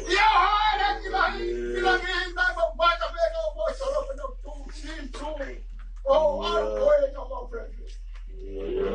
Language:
Tongan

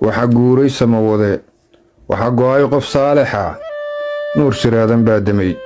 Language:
Somali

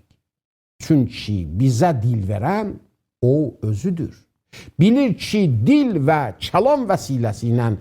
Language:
South Azerbaijani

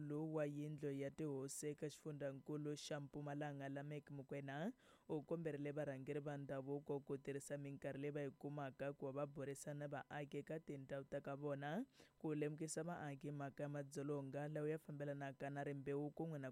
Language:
Tsonga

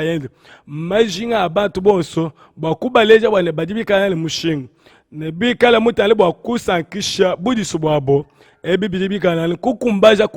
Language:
Luba-Lulua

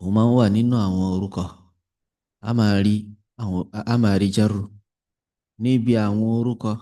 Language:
Yoruba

